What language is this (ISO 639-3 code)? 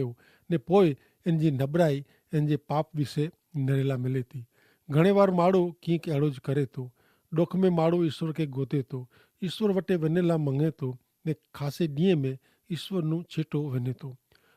kfr